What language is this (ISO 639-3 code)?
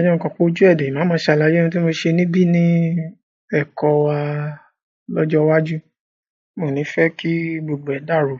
yor